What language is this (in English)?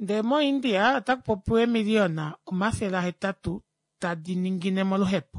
Kuanyama